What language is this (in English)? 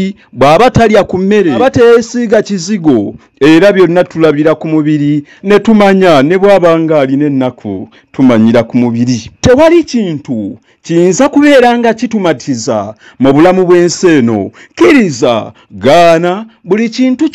Ganda